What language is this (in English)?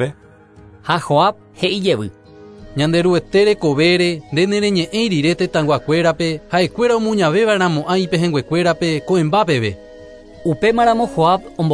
Guarani